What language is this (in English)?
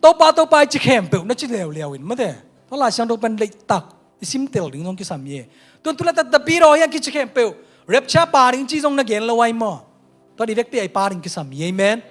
Tedim Chin